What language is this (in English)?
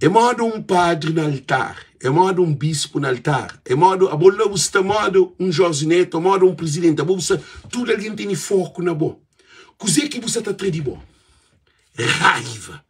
Kabuverdianu